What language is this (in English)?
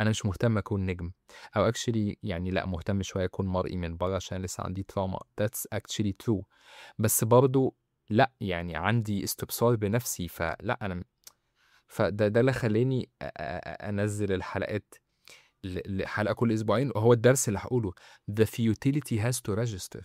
Egyptian Arabic